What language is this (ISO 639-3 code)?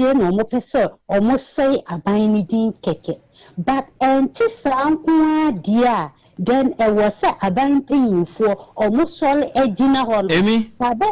aka